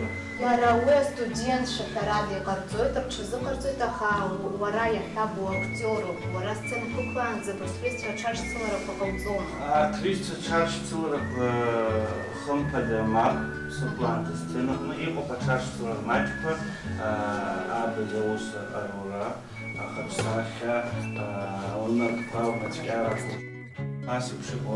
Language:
Abkhazian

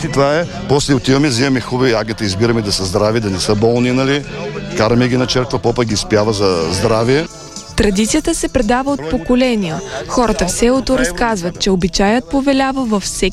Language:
Bulgarian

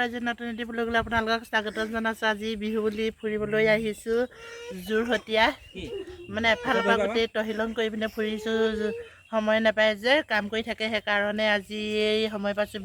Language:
Assamese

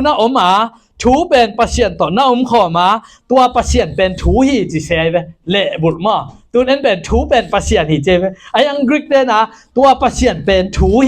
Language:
Tedim Chin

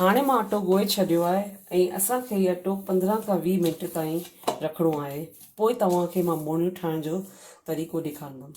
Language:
Sindhi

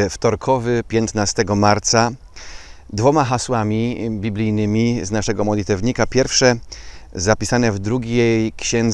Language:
Polish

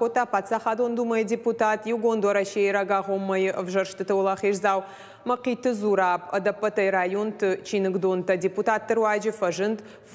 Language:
Ossetic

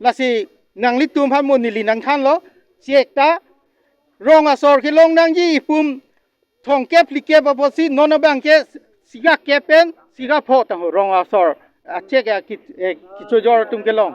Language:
Karbi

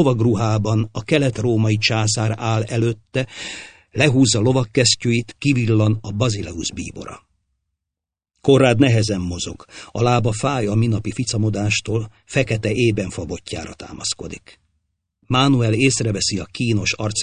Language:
Hungarian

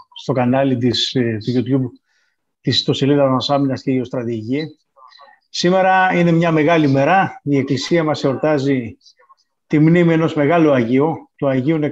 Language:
Greek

